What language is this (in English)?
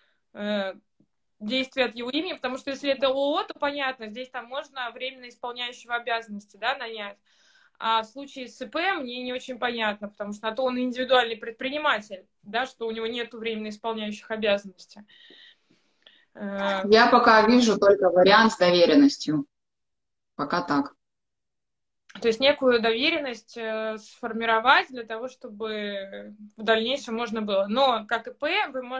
Russian